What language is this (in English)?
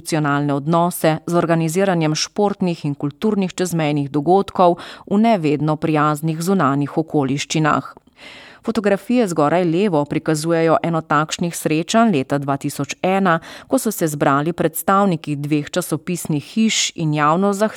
Slovenian